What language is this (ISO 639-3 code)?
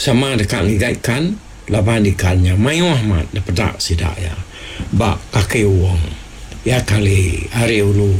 iba